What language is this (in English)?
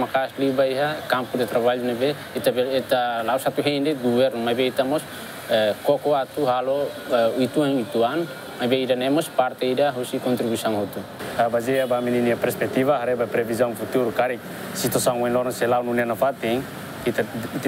Tetum